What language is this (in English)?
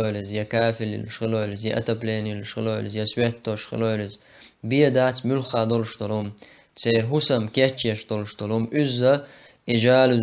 Chechen